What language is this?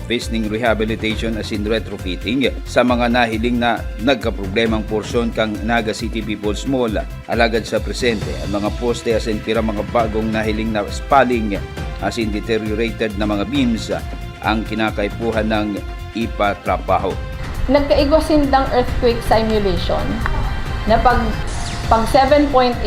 Bikol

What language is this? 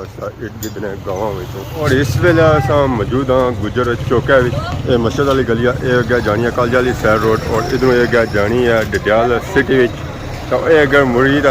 Pahari-Potwari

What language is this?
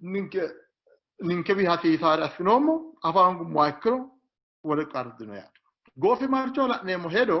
Sidamo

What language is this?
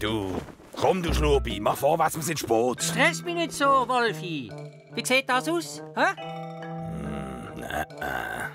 Swiss German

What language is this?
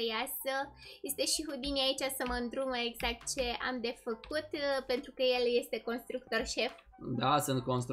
Romanian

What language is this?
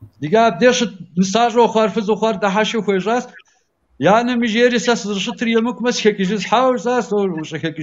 Kabardian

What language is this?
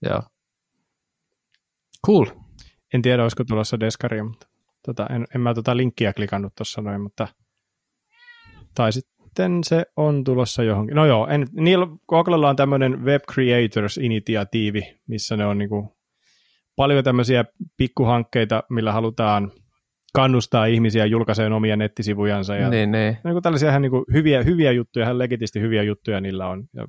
Finnish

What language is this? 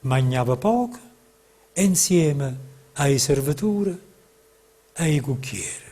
Neapolitan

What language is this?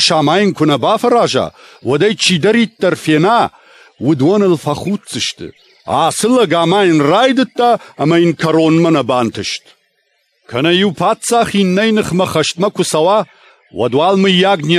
Ossetic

